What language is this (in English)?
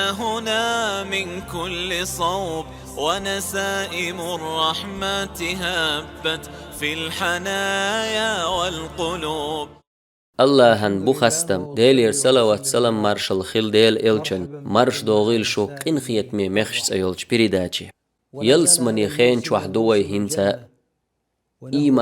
Chechen